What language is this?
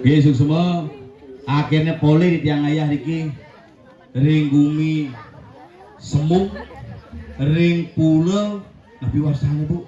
Balinese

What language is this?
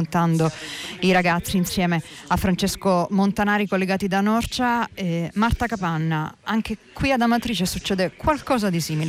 Italian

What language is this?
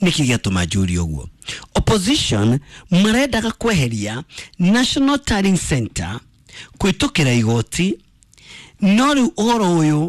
Kikuyu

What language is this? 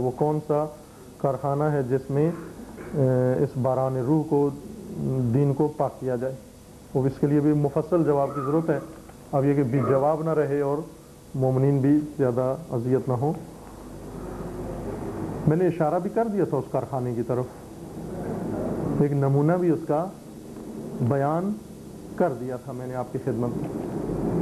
Urdu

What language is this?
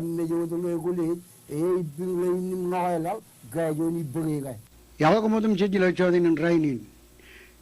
Marshallese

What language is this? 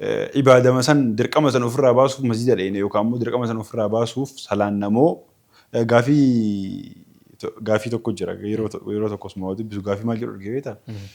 Oromo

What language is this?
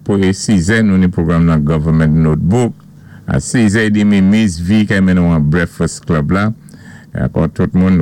Saint Lucian Creole French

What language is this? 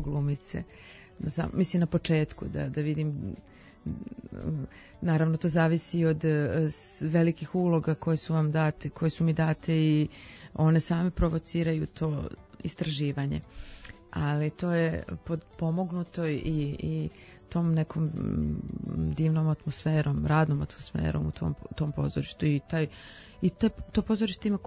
Serbian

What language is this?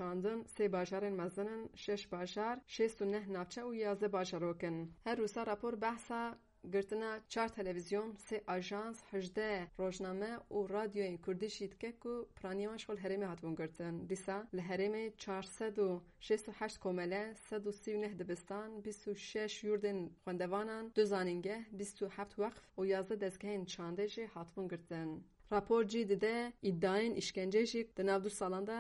Kurdish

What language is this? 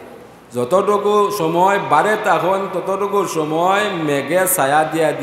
Sylheti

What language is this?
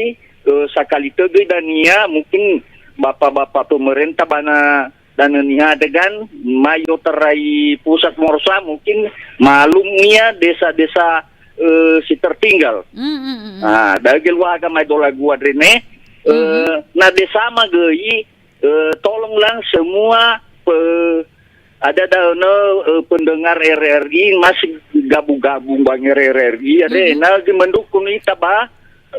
Nias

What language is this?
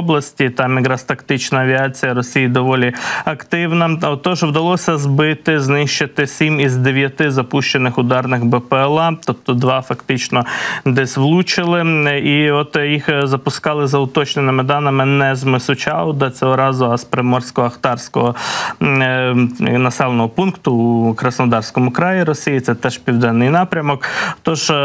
Ukrainian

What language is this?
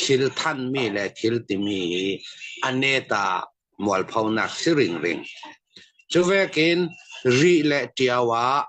Hakha Chin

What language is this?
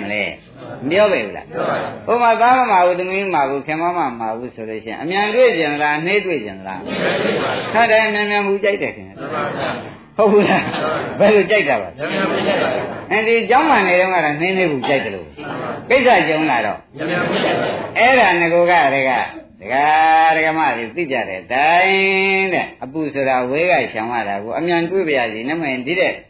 Burmese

